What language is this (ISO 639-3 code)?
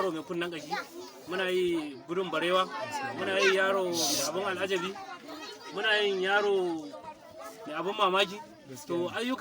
hau